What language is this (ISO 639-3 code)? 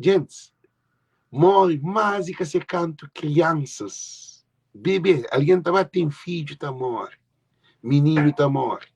kea